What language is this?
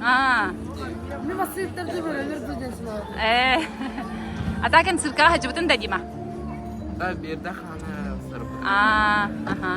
Yakut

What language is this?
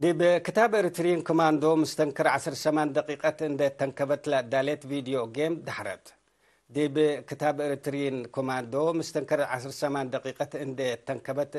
Tigre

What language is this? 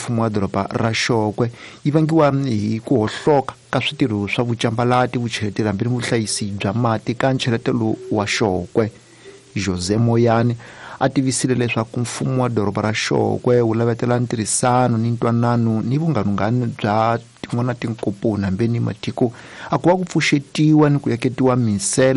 Tsonga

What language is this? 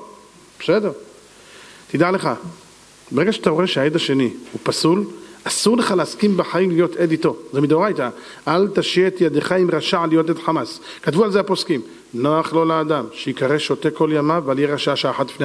Hebrew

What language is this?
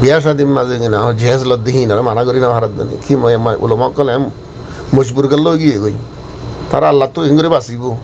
Rohingya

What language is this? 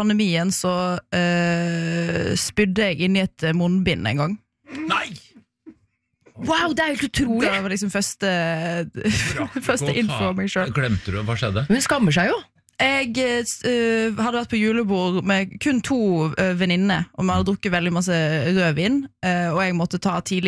Norwegian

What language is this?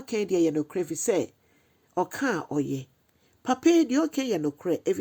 Akan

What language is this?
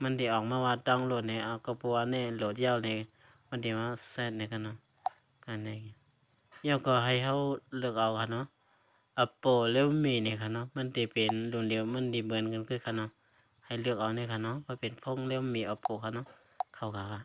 Shan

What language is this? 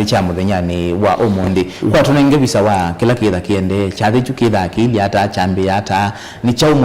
Kamba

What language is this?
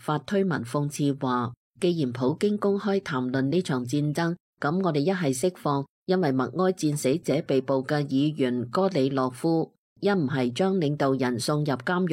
Cantonese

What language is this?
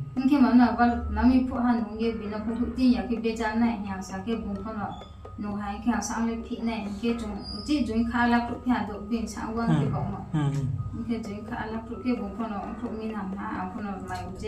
Riang (India)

